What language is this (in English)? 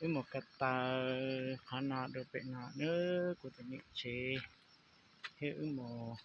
Hmong